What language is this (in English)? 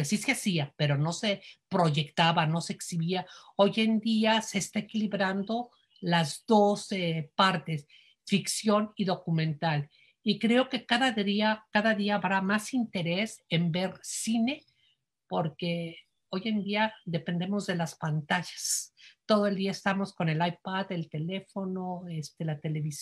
Spanish